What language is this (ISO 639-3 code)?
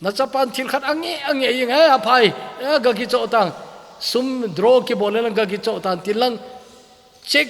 tcz